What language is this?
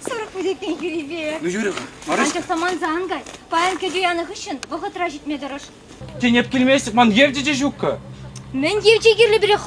Chuvash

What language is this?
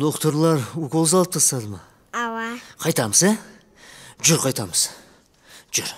Kara-Kalpak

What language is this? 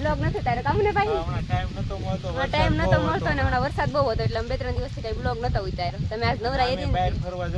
Gujarati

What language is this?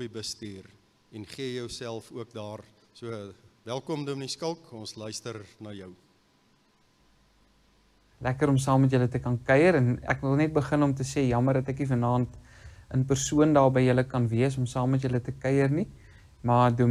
Afrikaans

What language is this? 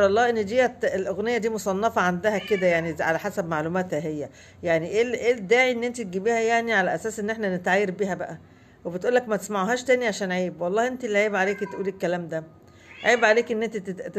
Egyptian Arabic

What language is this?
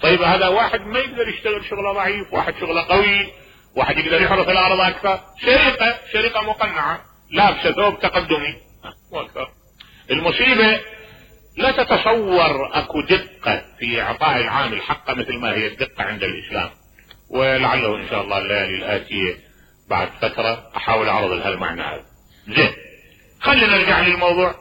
Mesopotamian Arabic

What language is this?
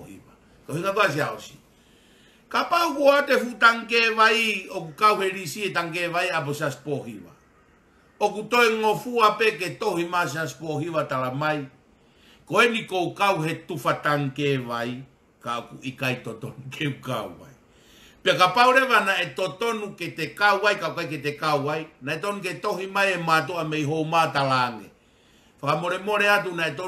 Tongan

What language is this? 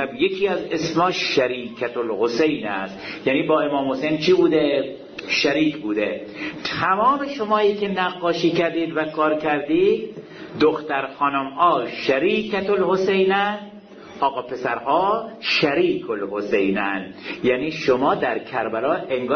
Persian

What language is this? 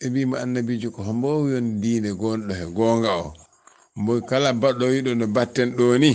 Fula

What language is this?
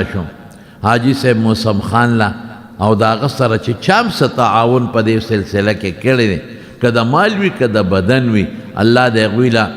Pashto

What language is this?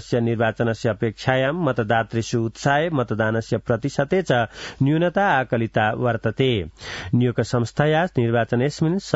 Sanskrit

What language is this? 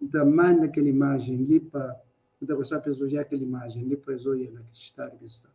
Kabuverdianu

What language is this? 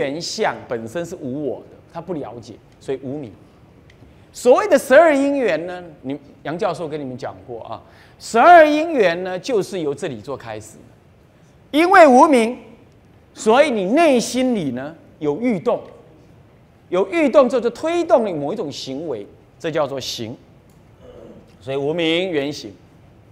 Chinese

